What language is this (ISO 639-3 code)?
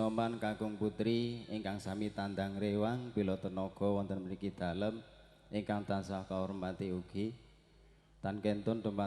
jav